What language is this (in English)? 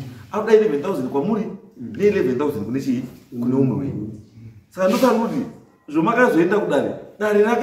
Shona